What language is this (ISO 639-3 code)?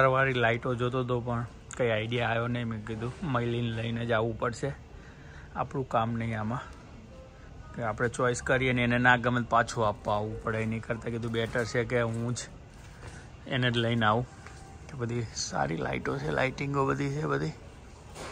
guj